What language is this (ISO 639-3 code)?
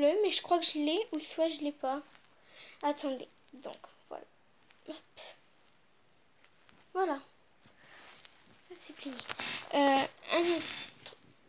fra